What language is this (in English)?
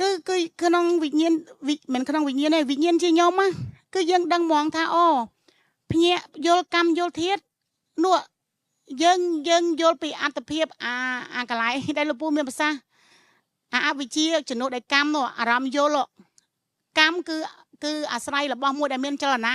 Khmer